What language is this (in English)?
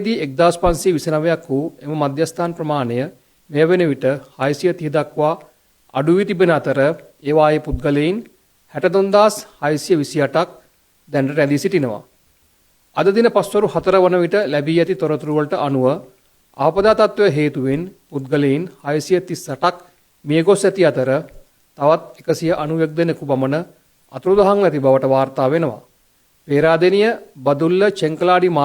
Sinhala